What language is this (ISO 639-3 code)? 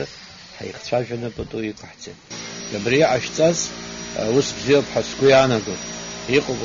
abk